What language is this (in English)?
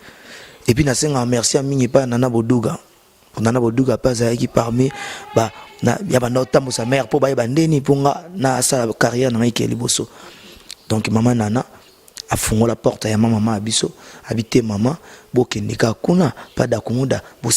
Lingala